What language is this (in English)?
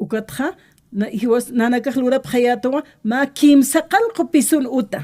Aymara